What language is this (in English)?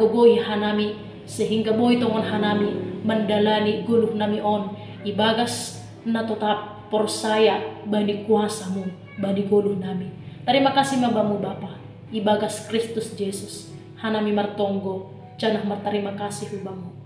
Batak Simalungun